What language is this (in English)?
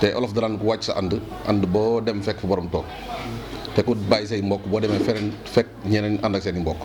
Wolof